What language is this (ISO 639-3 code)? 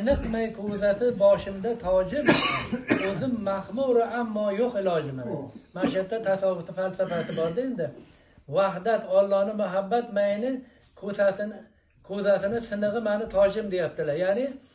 uzb